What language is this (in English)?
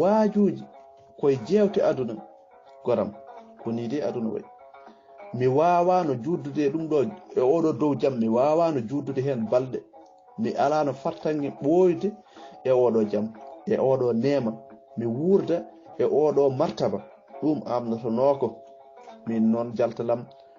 Fula